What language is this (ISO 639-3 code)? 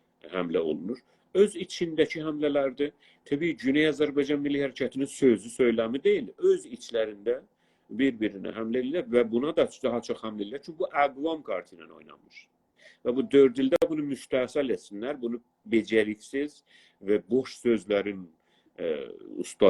azb